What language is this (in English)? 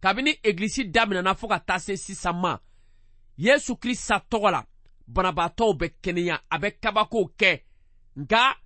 Bambara